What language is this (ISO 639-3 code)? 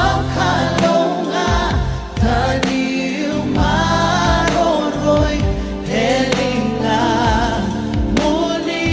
fij